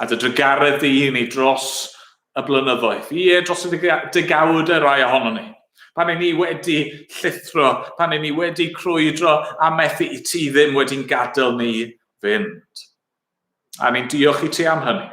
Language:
Welsh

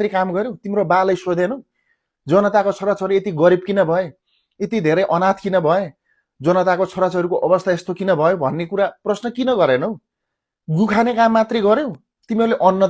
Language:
Nepali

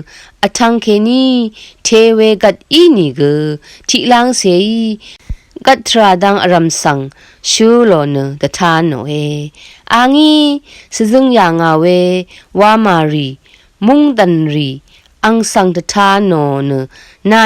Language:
Rawang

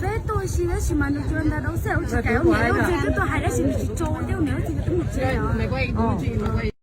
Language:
Hmong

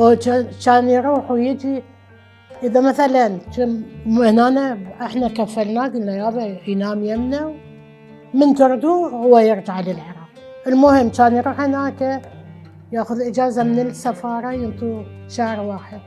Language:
Mesopotamian Arabic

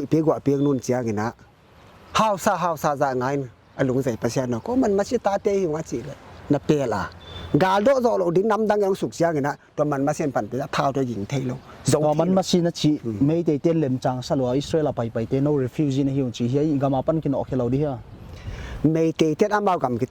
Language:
Paite Chin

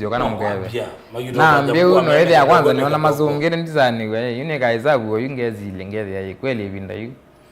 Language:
Kamba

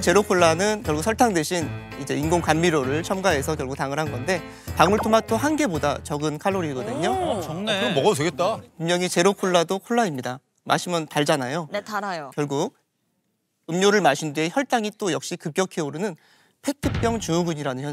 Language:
Korean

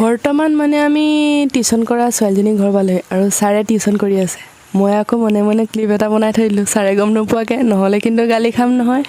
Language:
Assamese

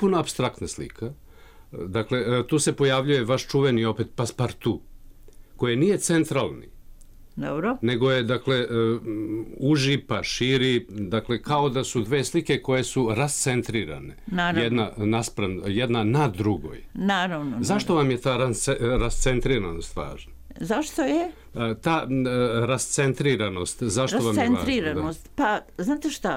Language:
Serbian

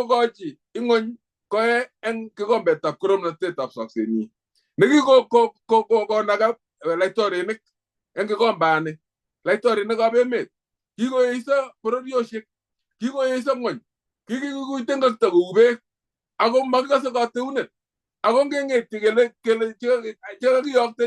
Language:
Kalenjin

